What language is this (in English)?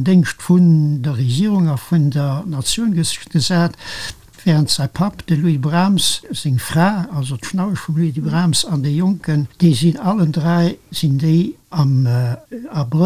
Luxembourgish